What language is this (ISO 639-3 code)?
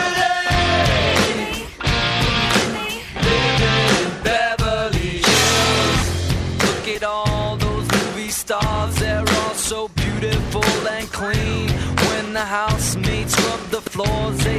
eng